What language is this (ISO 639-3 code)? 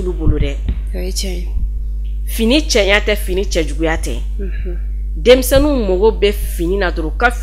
bam